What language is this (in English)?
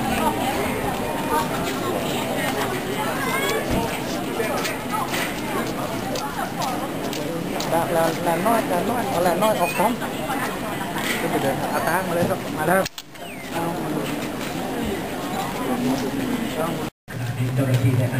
Thai